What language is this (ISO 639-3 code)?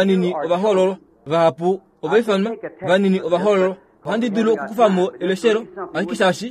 kua